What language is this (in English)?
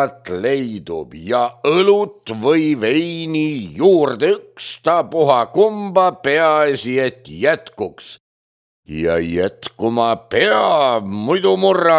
Estonian